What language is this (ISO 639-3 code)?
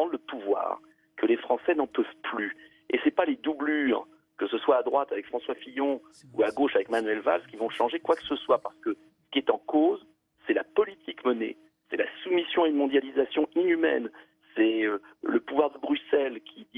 fra